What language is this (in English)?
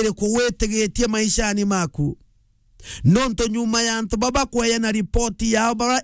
Meru